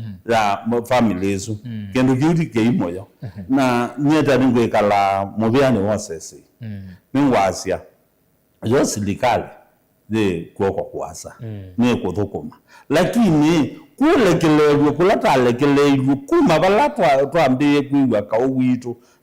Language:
Kamba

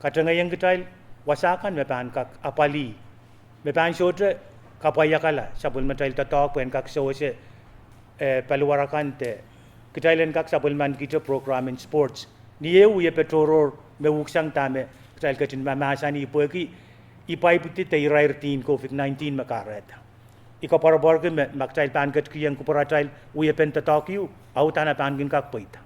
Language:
Pohnpeian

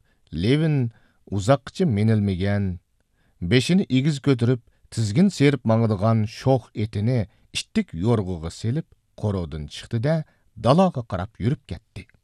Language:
Uyghur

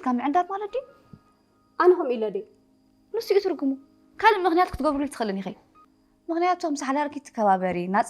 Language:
Tigrinya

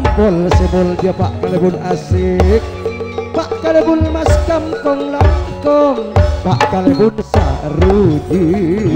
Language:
Madurese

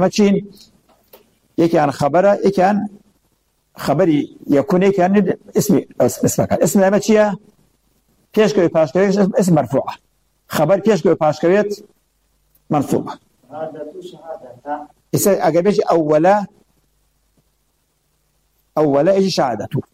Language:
Arabic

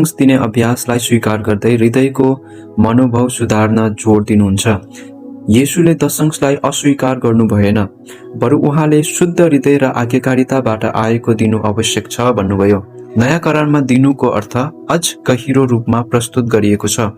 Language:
Nepali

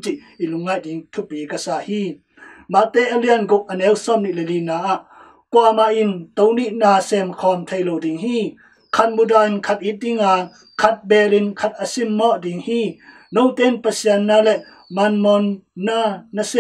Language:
Tedim Chin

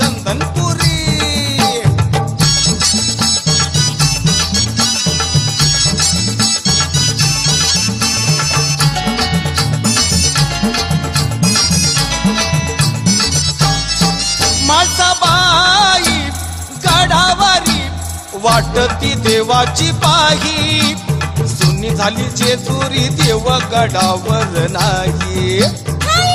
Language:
Marathi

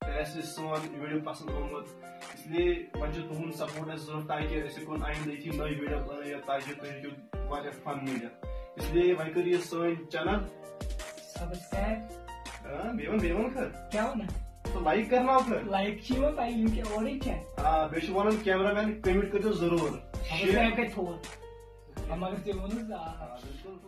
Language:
Kashmiri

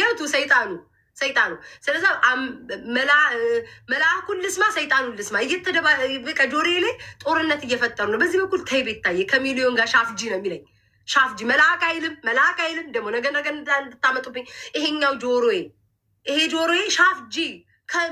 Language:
Amharic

